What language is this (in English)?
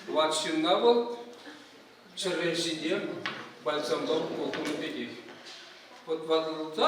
Chuvash